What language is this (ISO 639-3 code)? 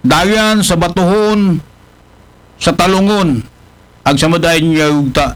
akl